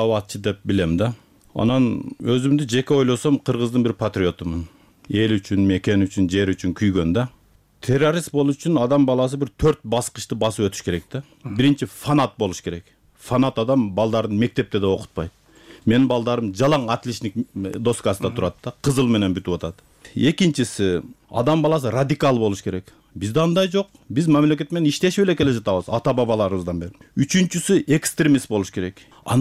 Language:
Kyrgyz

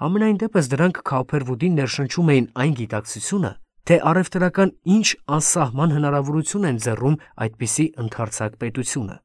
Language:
Armenian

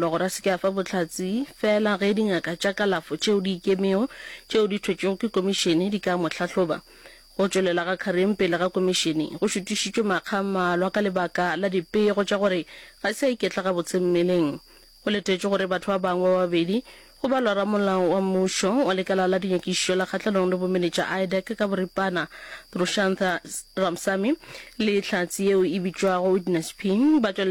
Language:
Northern Sotho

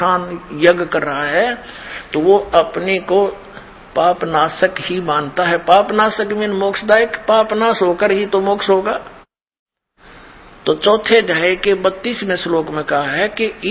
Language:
Hindi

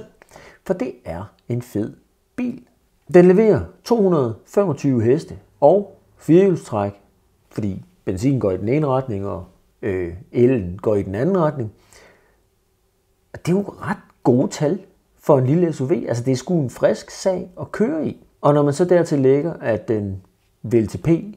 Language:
Danish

